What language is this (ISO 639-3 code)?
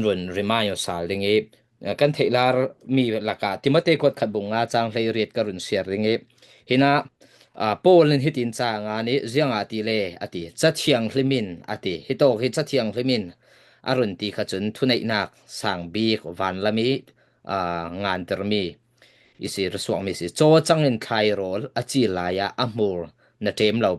cfm